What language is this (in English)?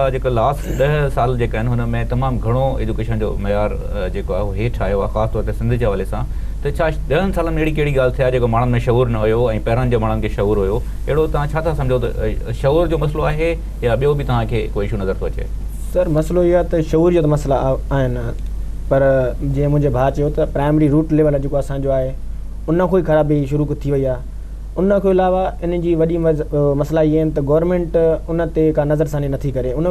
Sindhi